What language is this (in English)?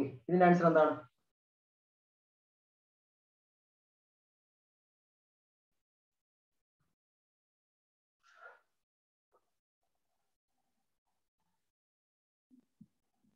Malayalam